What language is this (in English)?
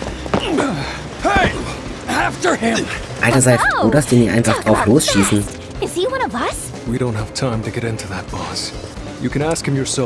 German